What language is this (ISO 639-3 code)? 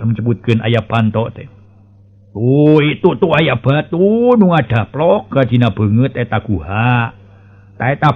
sun